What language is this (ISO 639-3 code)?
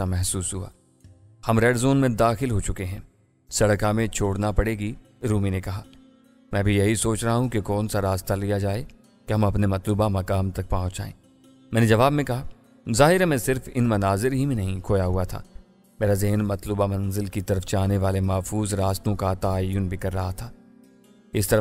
urd